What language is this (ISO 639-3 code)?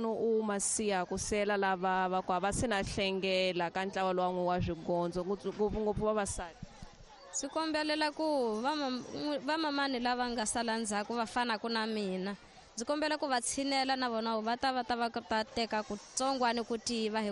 tso